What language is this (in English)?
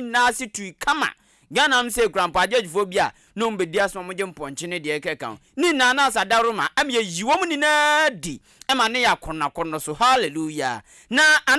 Akan